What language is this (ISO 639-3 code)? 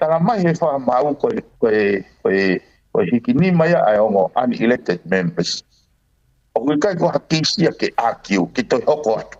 ton